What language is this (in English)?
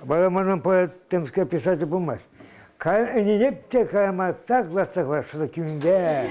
Chuvash